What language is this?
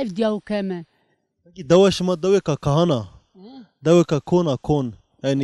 Zaza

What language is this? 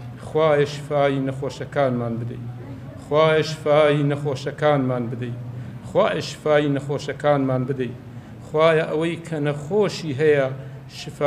Central Kurdish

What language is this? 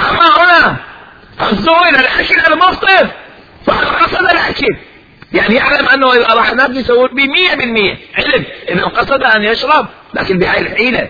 Mesopotamian Arabic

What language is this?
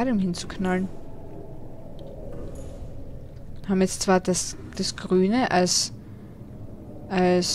German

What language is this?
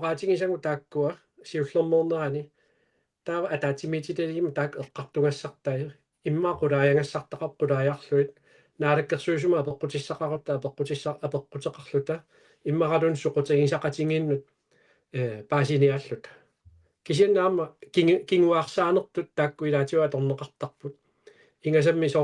Kalaallisut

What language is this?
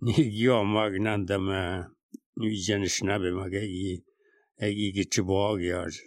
Slovenian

